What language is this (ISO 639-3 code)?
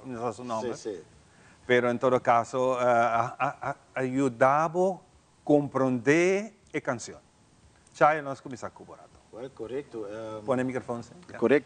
pap